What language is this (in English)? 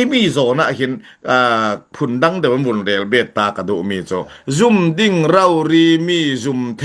Falam Chin